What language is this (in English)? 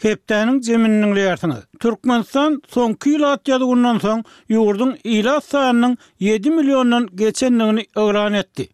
Turkmen